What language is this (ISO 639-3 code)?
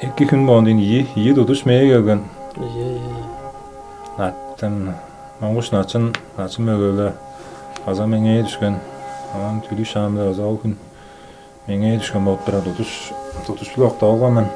tyv